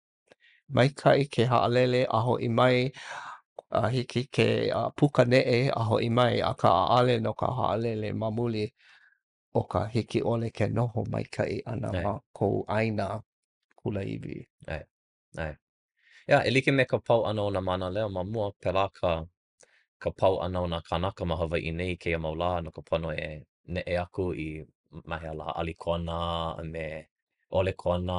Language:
Hawaiian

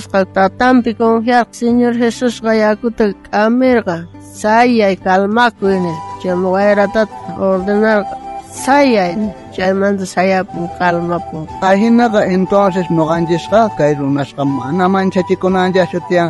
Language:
South Bolivian Quechua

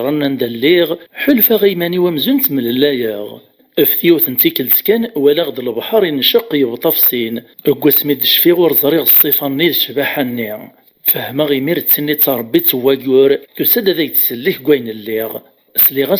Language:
Kabyle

